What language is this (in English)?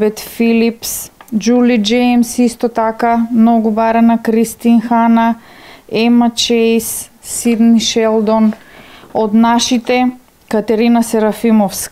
Macedonian